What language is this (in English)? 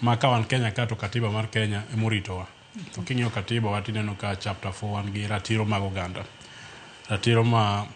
Luo (Kenya and Tanzania)